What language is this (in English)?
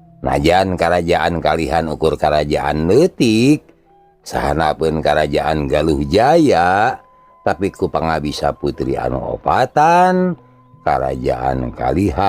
Sundanese